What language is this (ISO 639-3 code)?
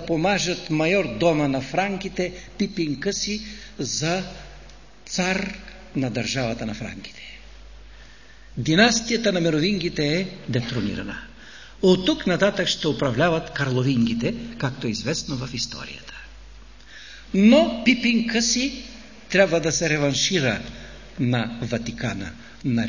bul